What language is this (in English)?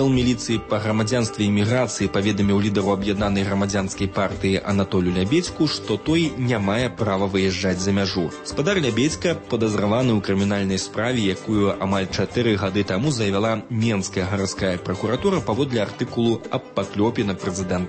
Belarusian